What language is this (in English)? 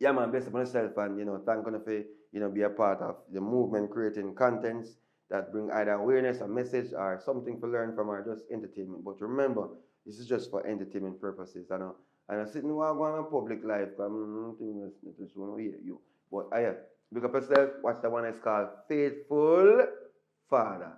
Jamaican Creole English